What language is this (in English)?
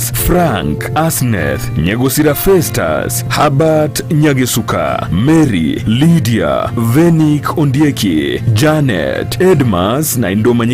Gusii